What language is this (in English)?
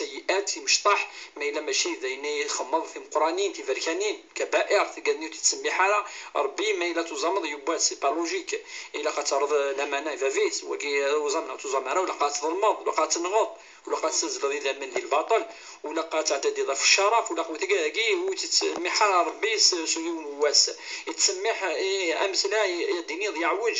Kabyle